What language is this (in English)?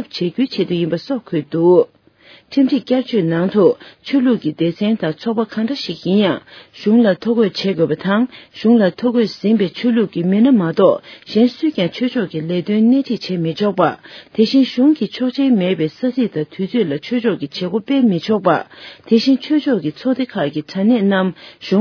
Tibetan